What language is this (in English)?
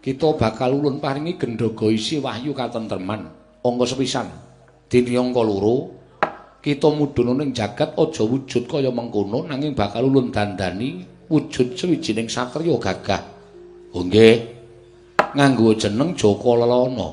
Javanese